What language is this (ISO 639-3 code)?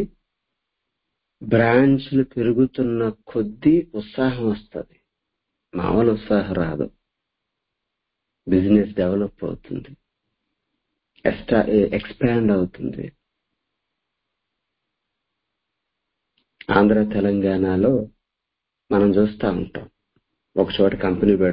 tel